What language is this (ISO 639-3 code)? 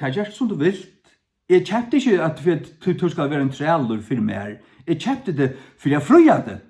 fao